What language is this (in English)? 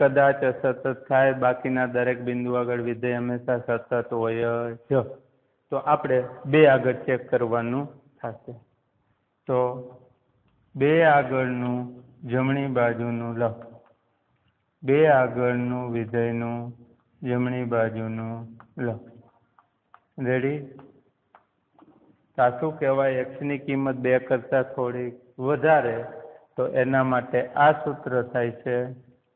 Gujarati